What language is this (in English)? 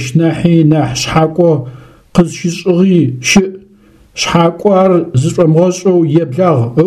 Adyghe